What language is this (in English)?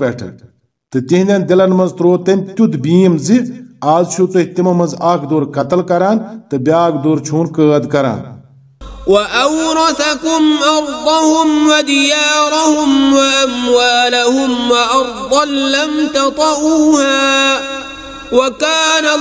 Kashmiri